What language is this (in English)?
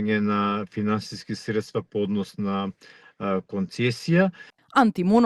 Macedonian